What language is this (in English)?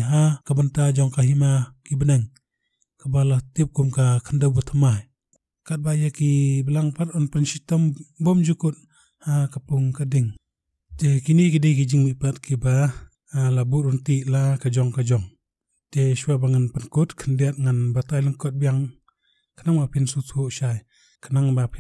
Khasi